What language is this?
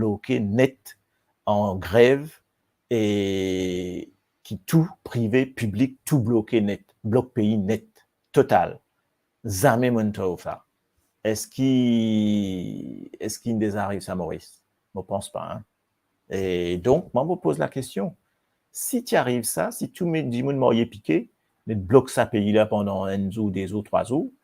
Morisyen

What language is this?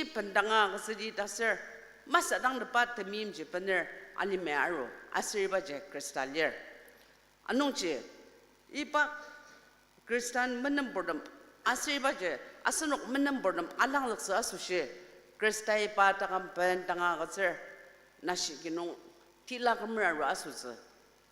Ao Naga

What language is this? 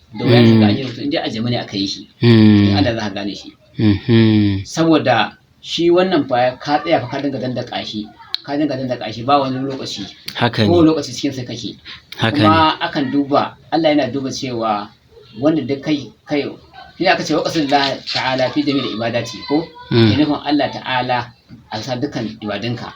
Hausa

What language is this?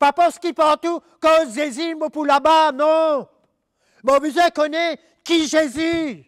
Morisyen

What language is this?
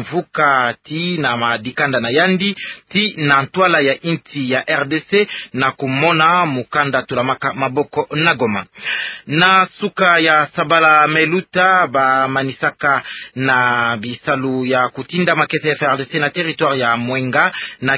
Kituba (Democratic Republic of Congo)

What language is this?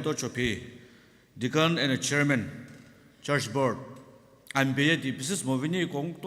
Sumi Naga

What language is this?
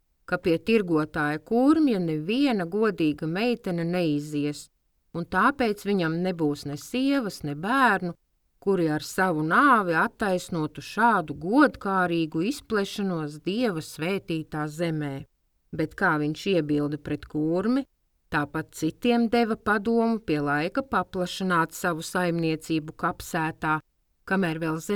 Latvian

